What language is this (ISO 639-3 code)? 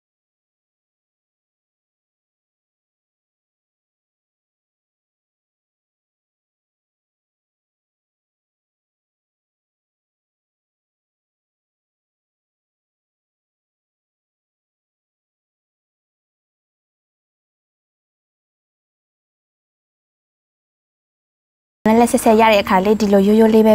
mya